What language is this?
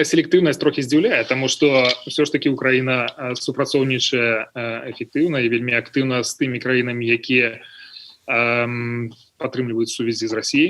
Belarusian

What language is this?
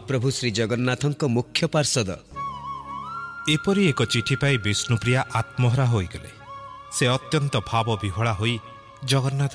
Odia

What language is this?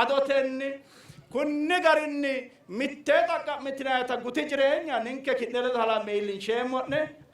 Sidamo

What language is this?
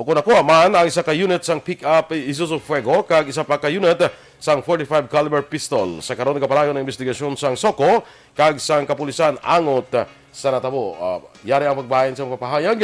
Hiligaynon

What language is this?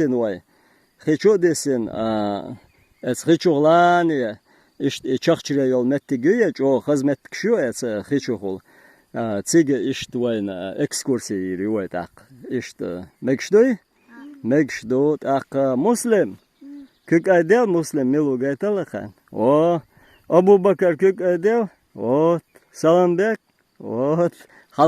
Chechen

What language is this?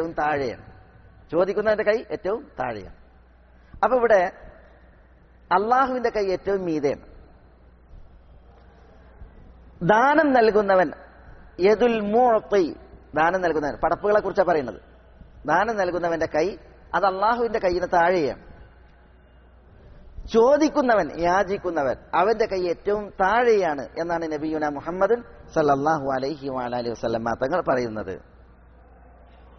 Malayalam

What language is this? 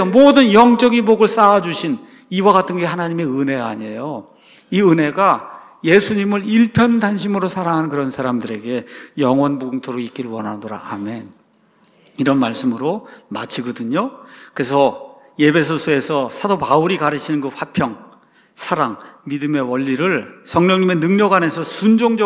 Korean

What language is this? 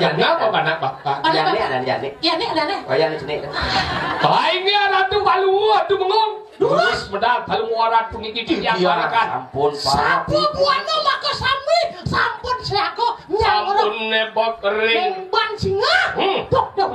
Balinese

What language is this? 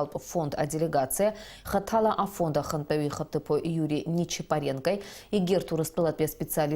Abkhazian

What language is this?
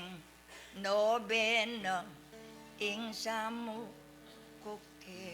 Pampanga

